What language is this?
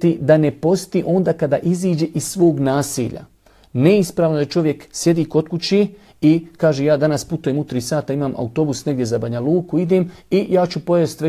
Bosnian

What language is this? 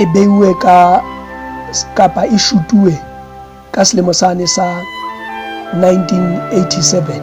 Southern Sotho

